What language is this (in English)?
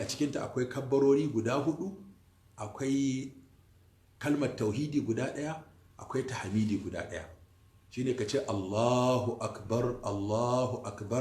Hausa